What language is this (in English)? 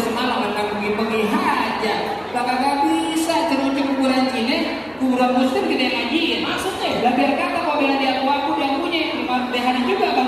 Betawi